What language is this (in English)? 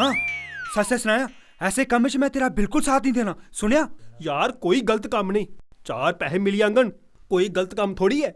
Dogri